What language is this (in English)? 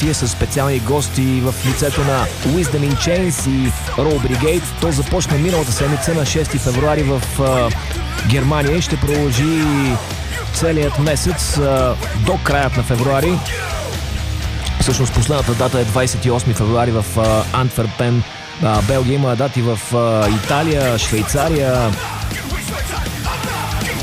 Bulgarian